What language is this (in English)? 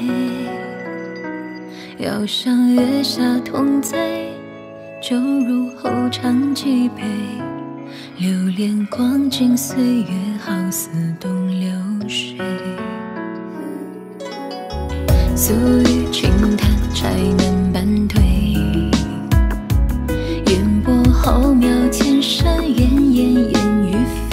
Chinese